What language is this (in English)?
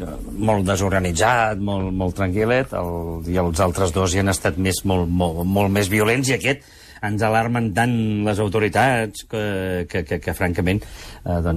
Catalan